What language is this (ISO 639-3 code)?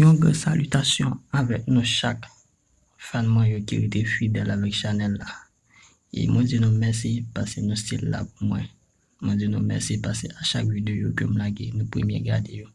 hat